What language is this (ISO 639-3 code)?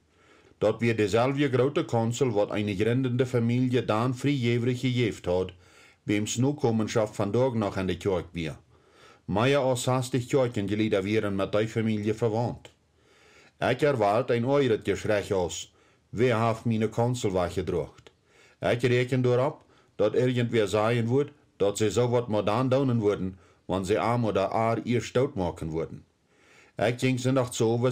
pdt